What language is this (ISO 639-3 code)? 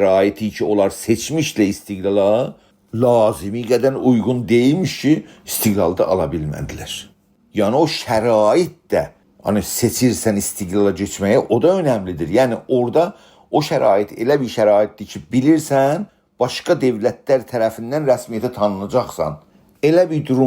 azb